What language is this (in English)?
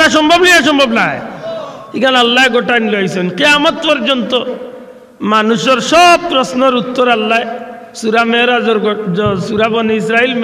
Sylheti